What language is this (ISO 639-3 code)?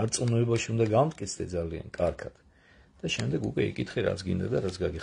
kat